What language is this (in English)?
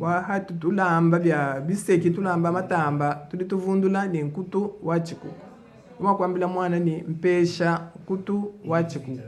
Luba-Lulua